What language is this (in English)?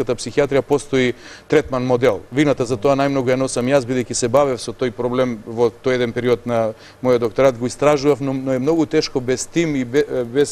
Macedonian